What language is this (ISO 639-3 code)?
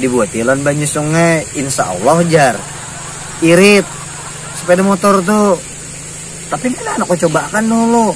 bjn